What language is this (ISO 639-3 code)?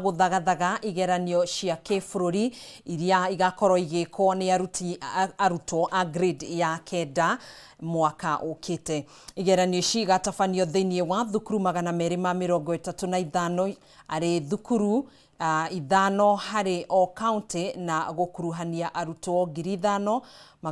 kik